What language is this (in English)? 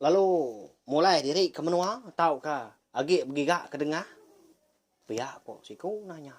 Iban